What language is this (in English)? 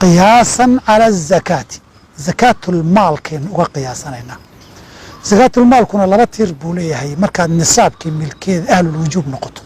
Somali